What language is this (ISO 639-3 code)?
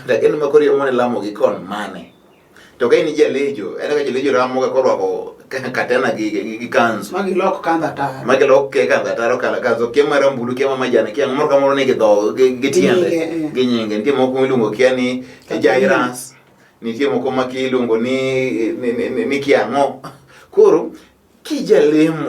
luo